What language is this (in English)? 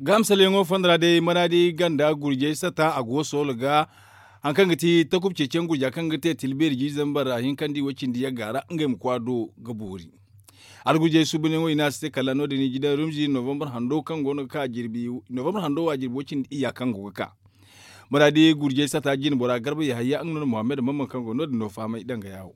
Zarma